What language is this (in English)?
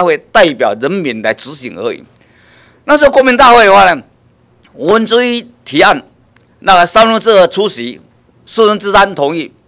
Chinese